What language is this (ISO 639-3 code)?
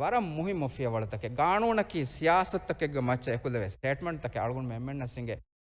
div